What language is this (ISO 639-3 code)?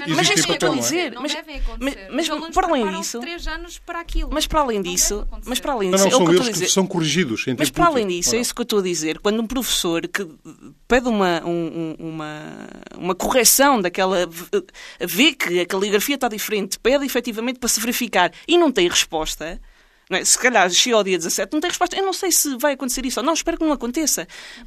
por